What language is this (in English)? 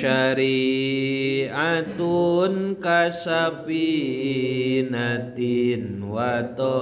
Sundanese